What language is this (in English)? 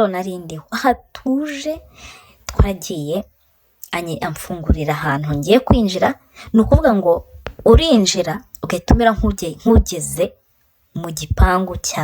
Kinyarwanda